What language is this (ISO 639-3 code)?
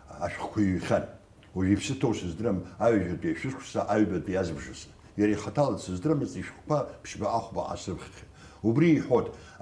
abk